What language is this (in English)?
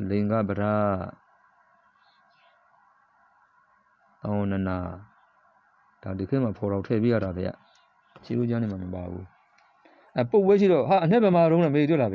Burmese